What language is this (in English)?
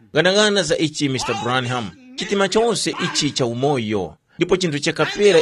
Tumbuka